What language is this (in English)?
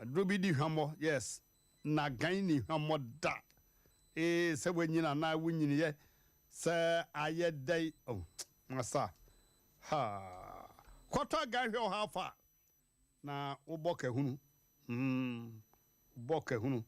Akan